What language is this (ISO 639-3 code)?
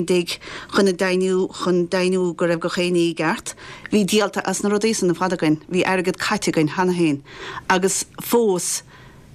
gle